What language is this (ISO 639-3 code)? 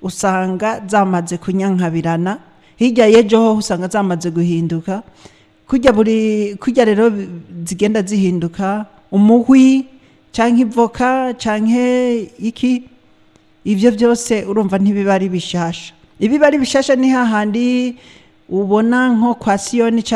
run